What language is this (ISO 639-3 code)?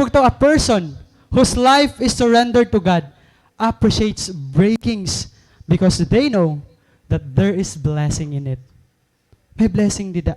war